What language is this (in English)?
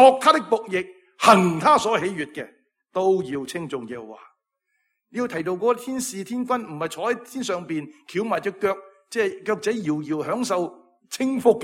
Cantonese